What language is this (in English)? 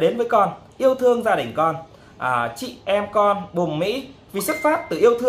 Vietnamese